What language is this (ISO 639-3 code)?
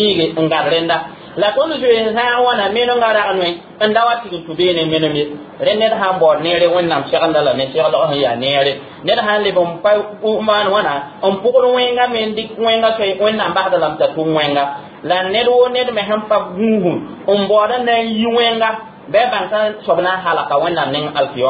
mos